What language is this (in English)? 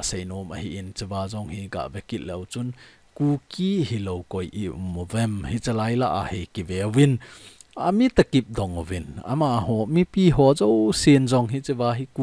Thado Chin